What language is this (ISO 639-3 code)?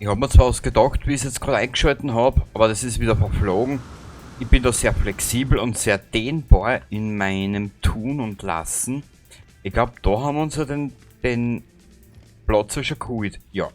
bar